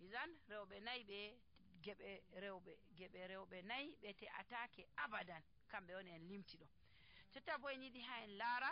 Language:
Nigerian Fulfulde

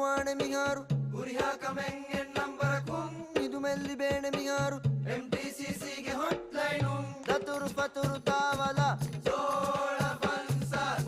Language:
Divehi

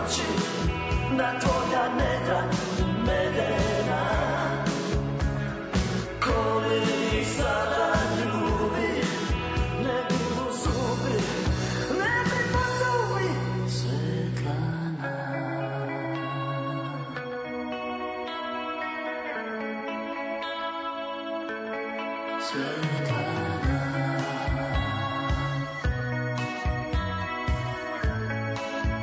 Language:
Serbian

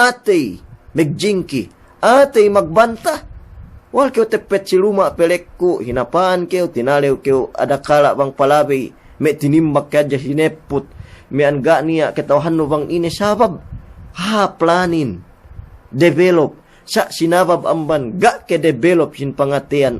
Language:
Yakan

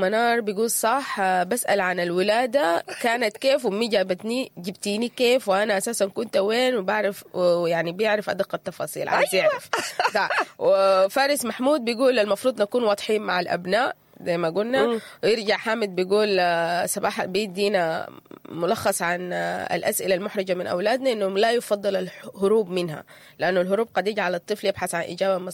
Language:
Sudanese Arabic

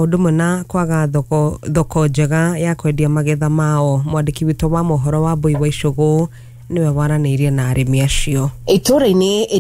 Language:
Kikuyu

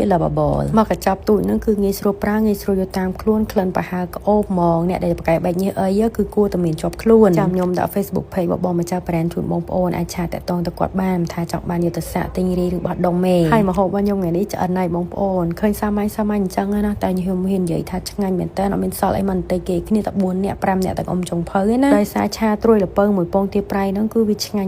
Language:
Khmer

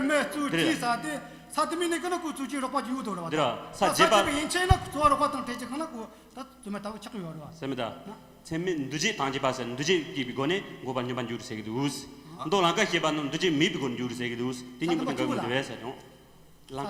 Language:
Tibetan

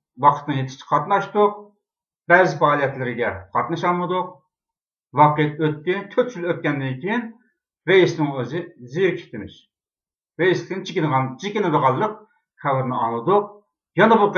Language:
Uyghur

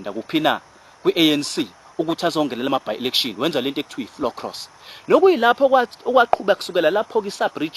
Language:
Zulu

